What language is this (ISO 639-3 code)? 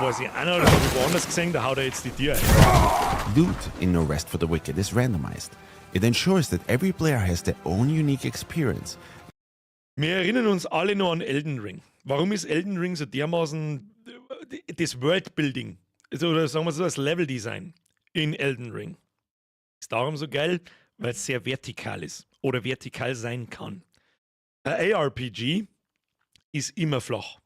bar